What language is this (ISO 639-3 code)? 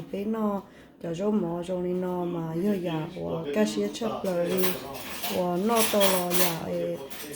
hmn